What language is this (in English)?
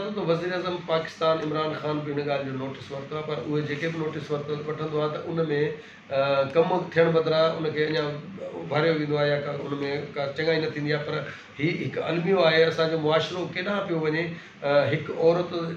Sindhi